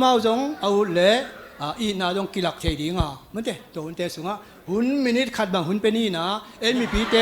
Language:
Tedim Chin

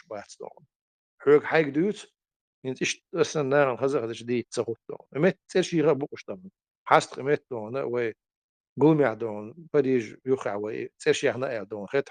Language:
Chechen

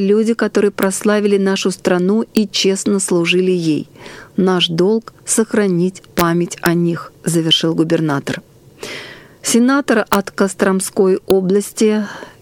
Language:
Russian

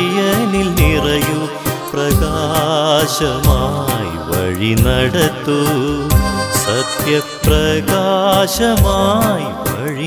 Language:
Malayalam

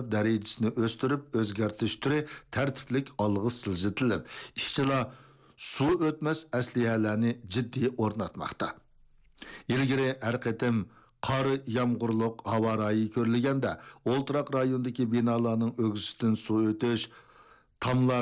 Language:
Uyghur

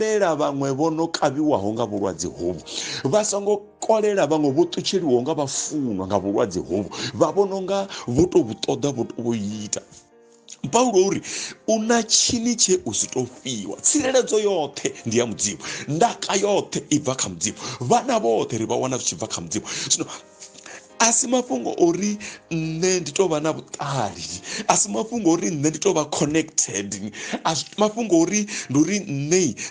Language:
Venda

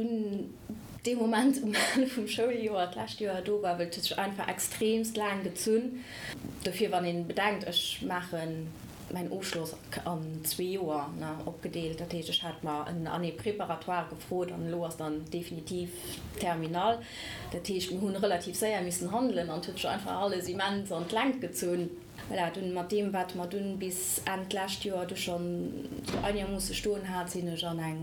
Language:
Luxembourgish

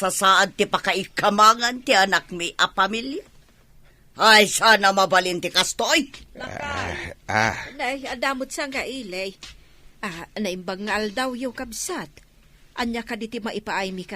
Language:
Iloko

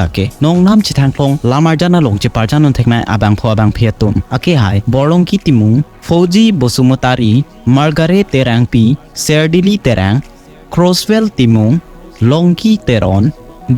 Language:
Karbi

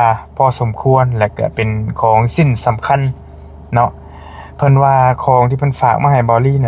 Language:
Northeastern Thai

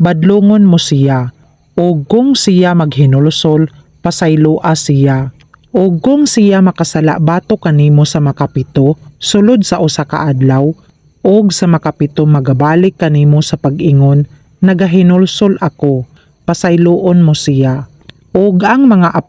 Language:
Cebuano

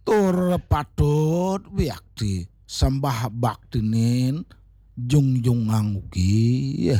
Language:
Balinese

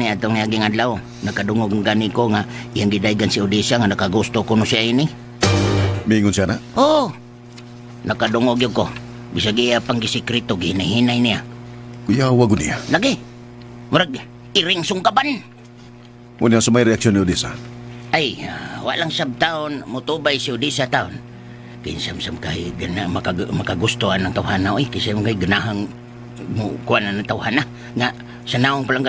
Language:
Cebuano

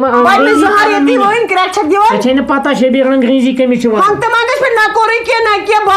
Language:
Kashmiri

